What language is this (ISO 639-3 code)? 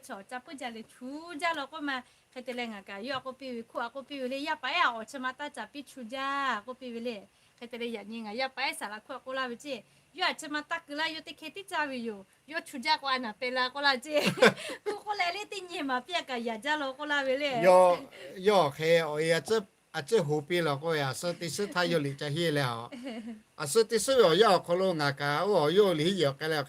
lhu